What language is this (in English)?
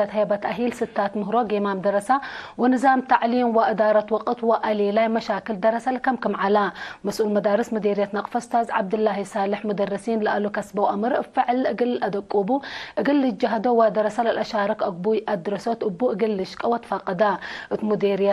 Tigre